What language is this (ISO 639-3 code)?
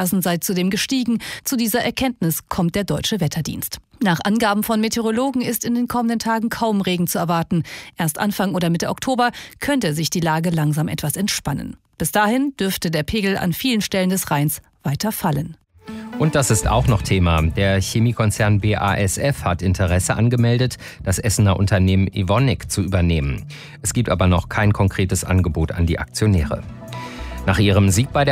deu